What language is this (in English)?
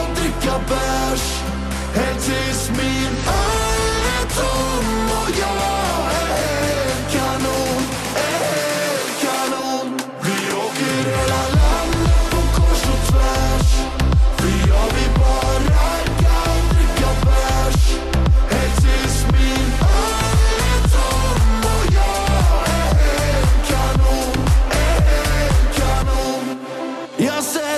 Swedish